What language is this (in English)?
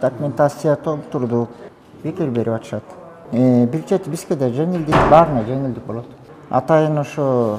Kyrgyz